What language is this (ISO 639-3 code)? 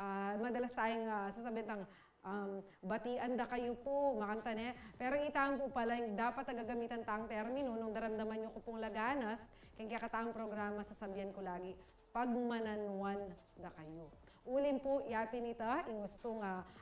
pam